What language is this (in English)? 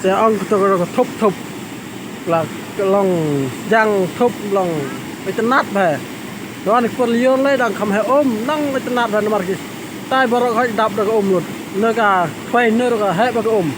Khasi